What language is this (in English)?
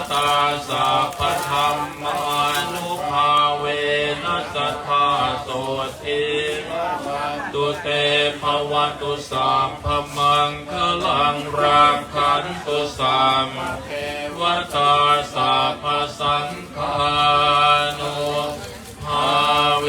Pali